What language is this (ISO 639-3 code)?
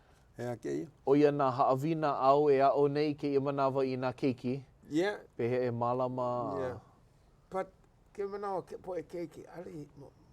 haw